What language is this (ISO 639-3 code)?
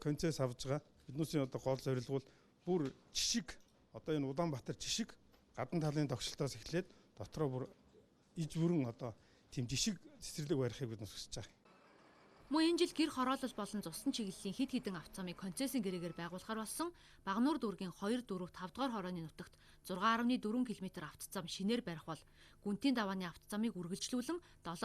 mon